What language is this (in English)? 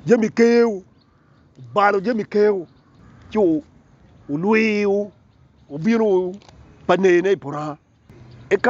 Acoli